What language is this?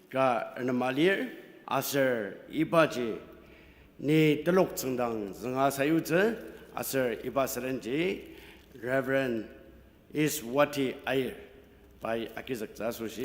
Ao Naga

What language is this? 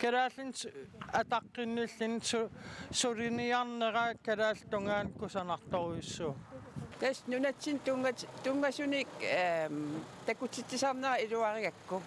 Kalaallisut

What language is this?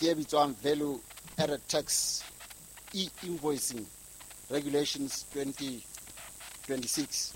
Southern Sotho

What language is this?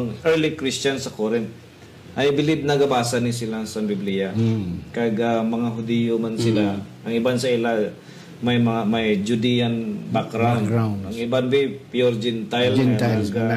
Hiligaynon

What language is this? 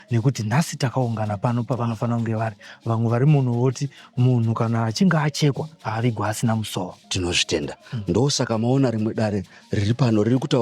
Shona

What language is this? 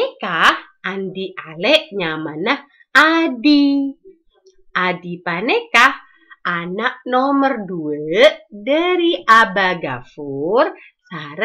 Madurese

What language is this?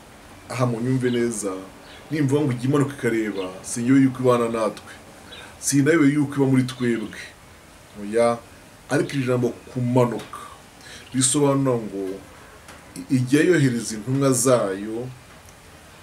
Kinyarwanda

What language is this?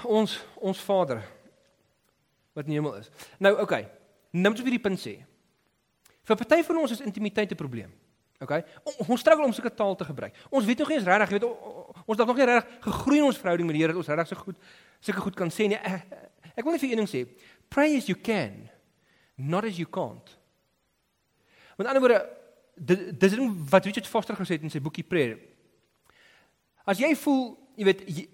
Afrikaans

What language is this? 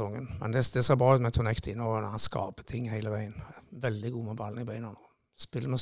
Norwegian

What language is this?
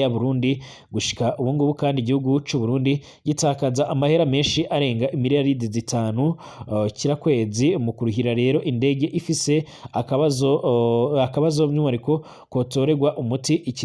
Rundi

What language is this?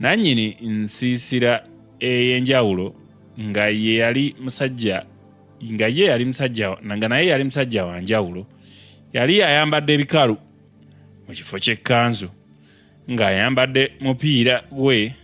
Ganda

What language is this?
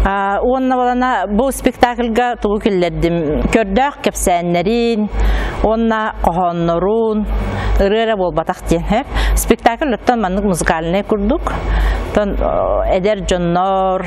Yakut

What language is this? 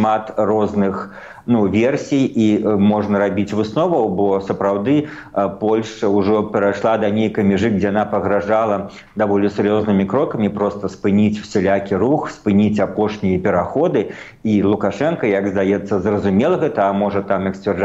Belarusian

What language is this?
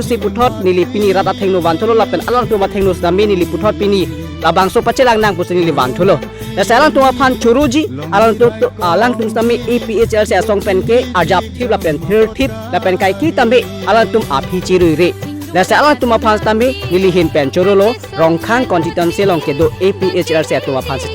Karbi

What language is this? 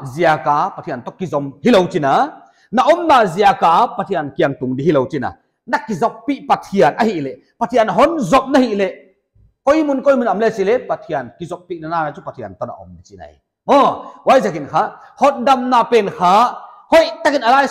Paite Chin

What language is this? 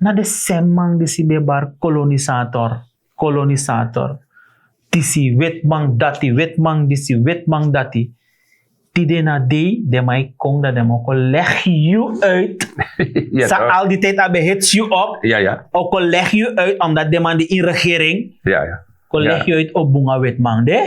Sranan Tongo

